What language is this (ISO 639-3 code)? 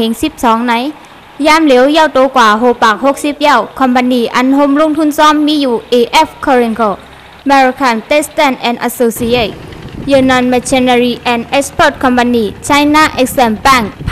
shn